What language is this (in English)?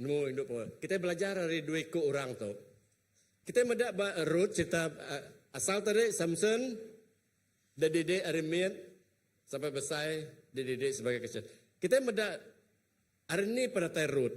Iban